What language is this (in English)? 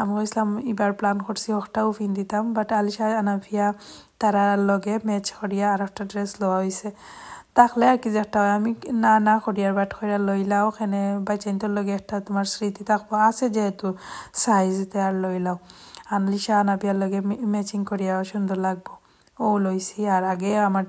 Sylheti